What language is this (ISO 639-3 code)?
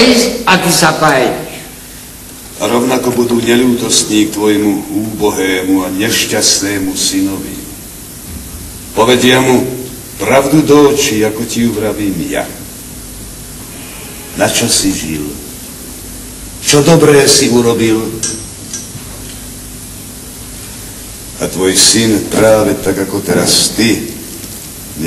slk